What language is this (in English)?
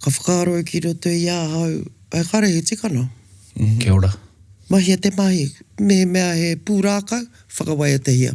Māori